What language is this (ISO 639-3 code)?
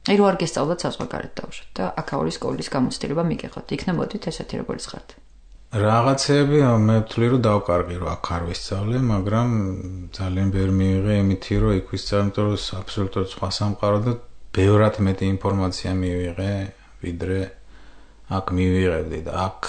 kat